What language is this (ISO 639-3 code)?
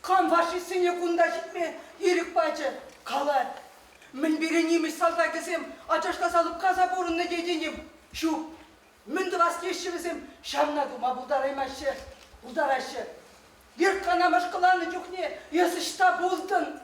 chv